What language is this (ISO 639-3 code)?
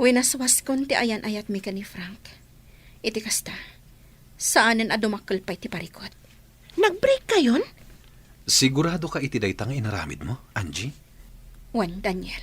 ilo